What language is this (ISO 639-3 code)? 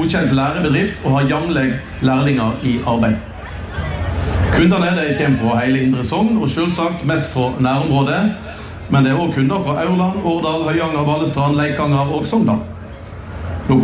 nor